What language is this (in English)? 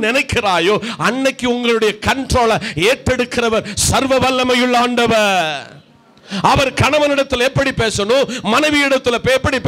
Tamil